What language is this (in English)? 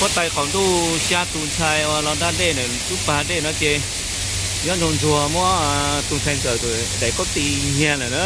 Hmong